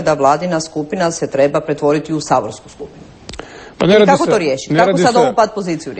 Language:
Croatian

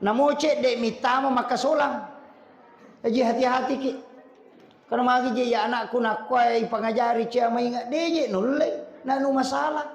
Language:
Buginese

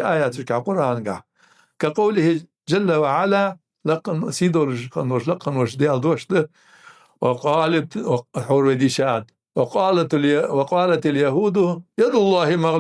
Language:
Ingush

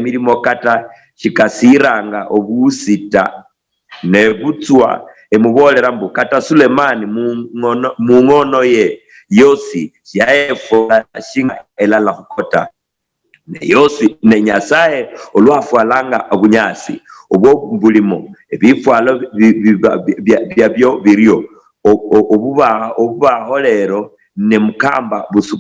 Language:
Luyia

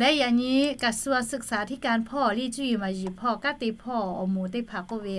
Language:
Lahu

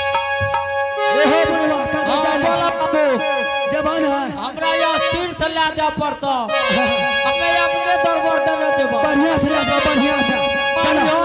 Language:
Angika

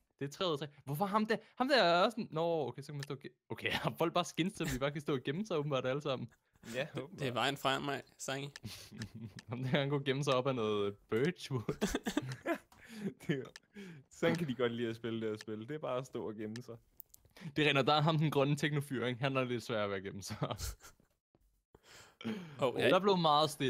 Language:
Danish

